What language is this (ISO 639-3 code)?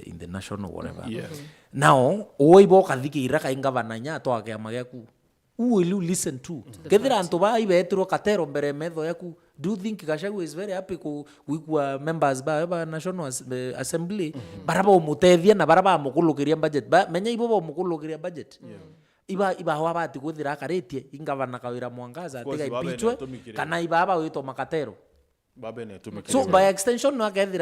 mer